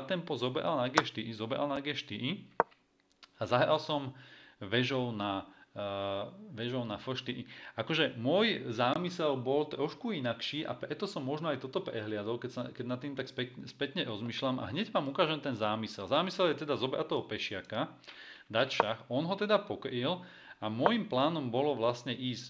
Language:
Slovak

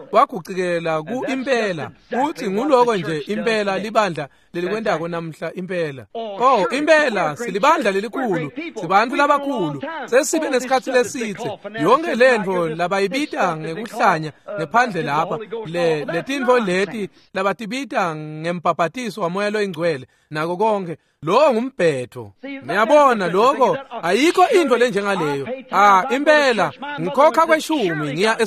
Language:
Swati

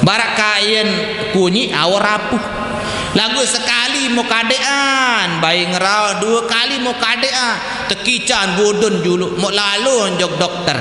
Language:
Sasak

